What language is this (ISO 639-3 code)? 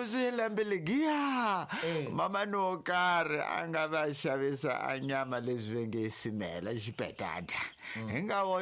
tso